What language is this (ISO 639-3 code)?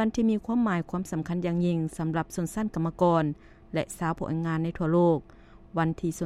lao